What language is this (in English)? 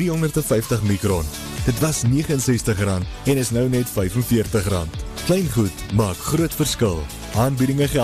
Afrikaans